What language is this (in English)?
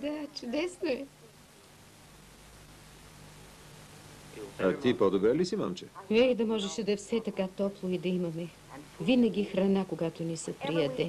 Bulgarian